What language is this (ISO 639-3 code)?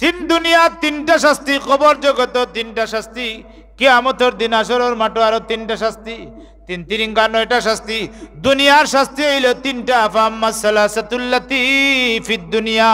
syl